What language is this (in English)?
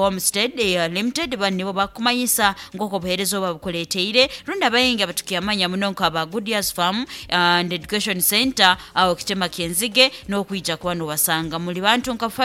Nyankole